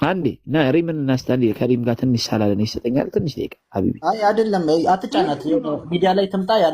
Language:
Amharic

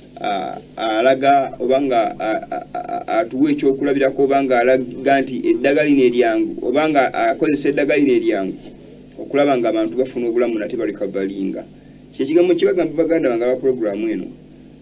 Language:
Ganda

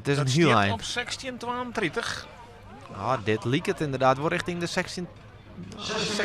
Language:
Western Frisian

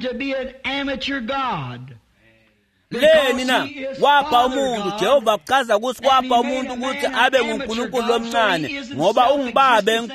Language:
Swati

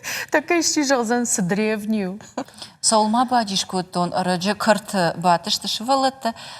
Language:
Ossetic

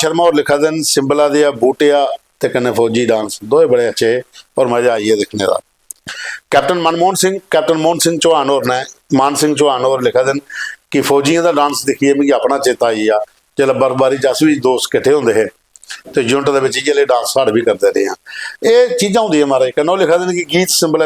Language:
Dogri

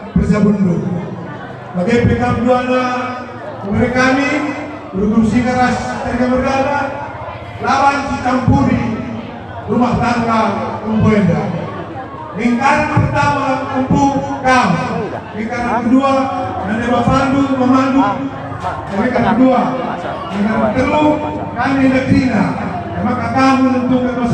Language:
Batak Karo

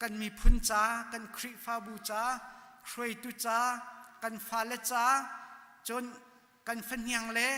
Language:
Hakha Chin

